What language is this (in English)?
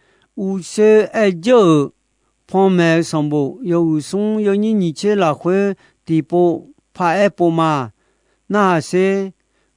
Akha